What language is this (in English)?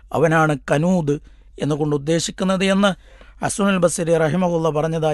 Malayalam